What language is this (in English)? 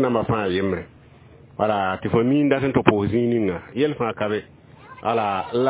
Mossi